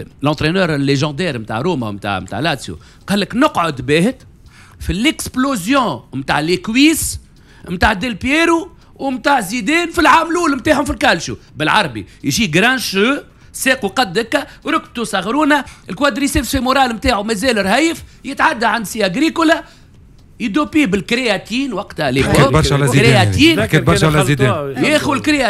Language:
Tunisian Arabic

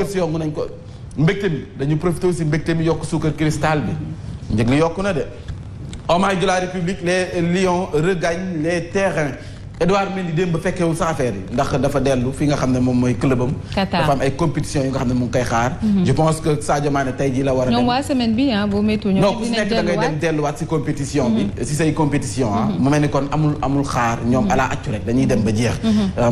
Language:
Wolof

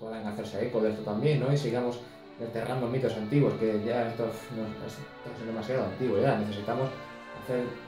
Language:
Spanish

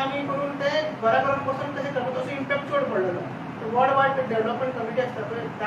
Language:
Konkani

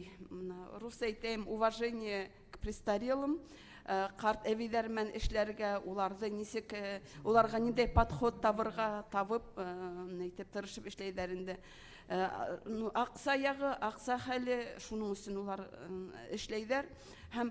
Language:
Bashkir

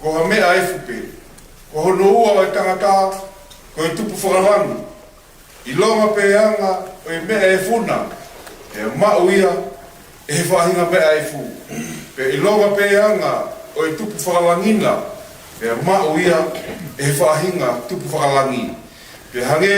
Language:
Tongan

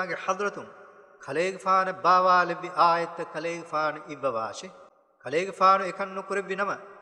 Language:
Divehi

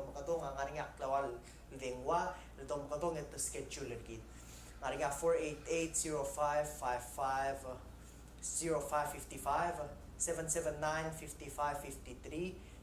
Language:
Palauan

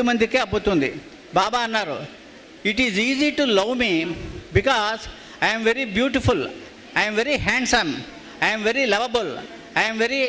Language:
Telugu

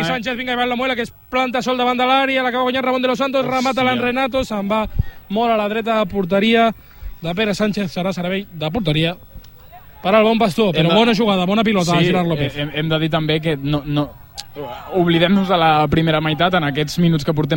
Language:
Catalan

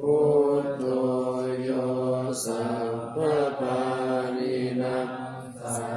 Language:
Pali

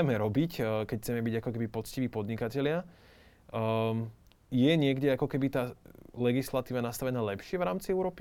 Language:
Slovak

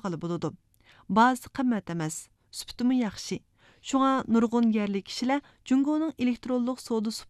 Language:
Uyghur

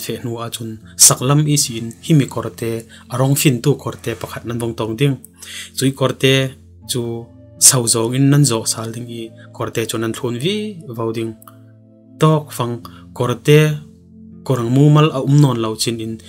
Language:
Falam Chin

